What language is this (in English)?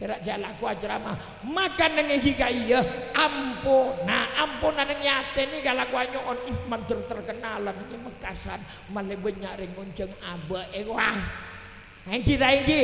Madurese